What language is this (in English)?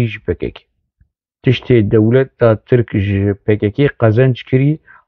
Kurdish